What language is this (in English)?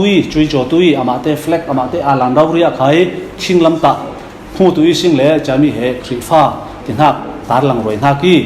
Falam Chin